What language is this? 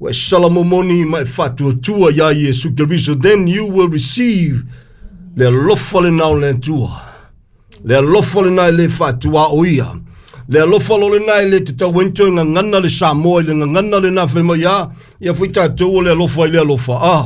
Samoan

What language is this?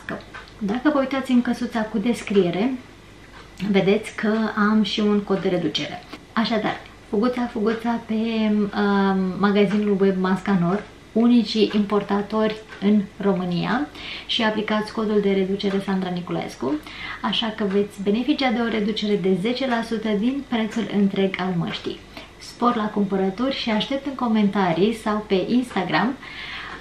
Romanian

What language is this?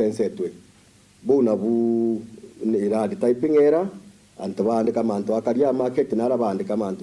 Meru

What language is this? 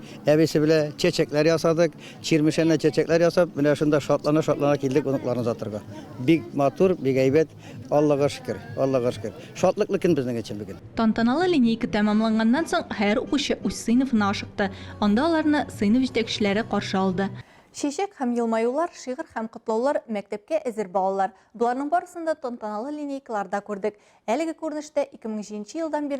Tatar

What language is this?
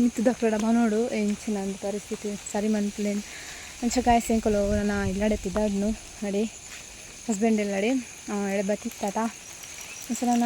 Tulu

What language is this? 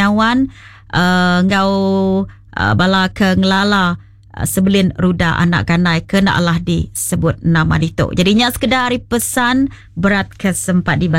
Iban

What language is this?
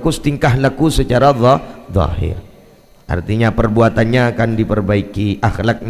Madurese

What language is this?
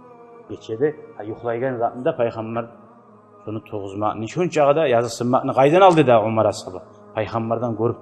Kumyk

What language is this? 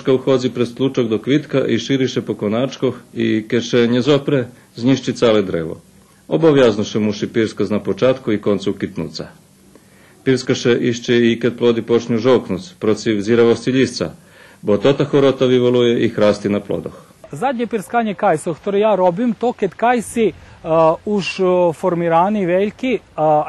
Rusyn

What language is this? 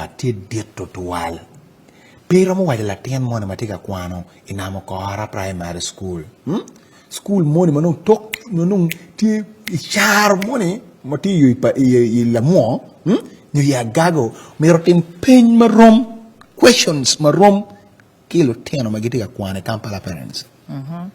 Acoli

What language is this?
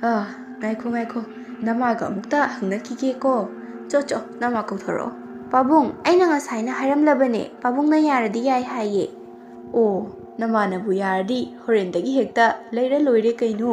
Manipuri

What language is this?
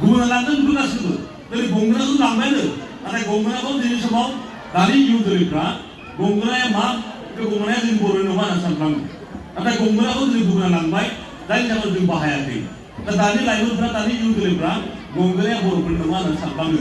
Bodo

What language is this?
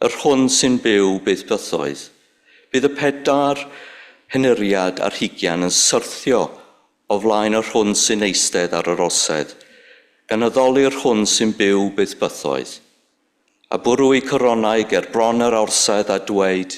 Welsh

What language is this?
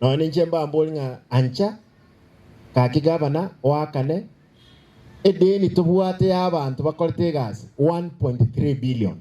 Gusii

